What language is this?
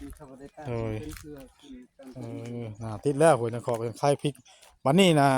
Northeastern Thai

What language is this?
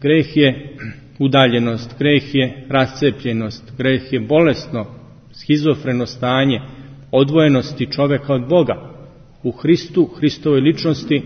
Serbian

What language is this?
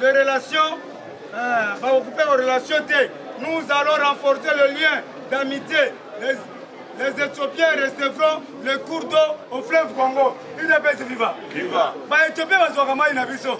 Lingala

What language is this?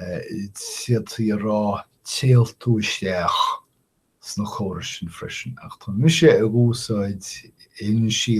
Irish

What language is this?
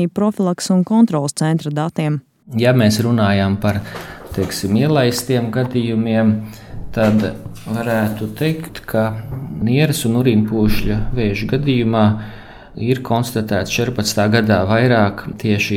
Latvian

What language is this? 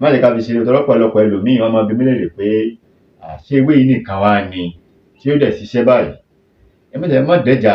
Yoruba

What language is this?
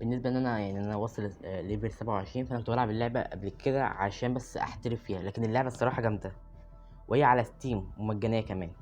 Egyptian Arabic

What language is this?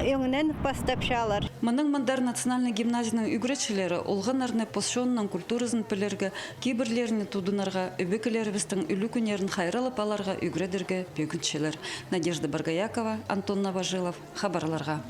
Khakas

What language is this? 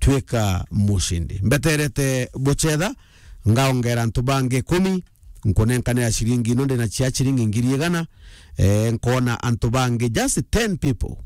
Meru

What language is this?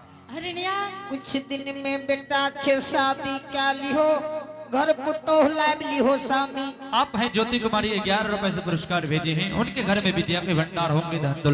Angika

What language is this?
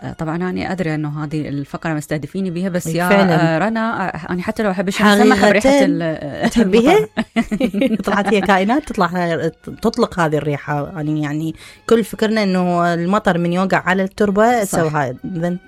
Mesopotamian Arabic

